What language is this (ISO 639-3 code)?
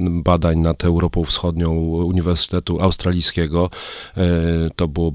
pol